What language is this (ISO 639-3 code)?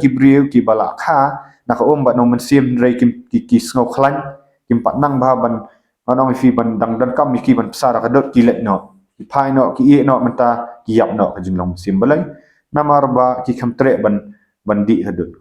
kha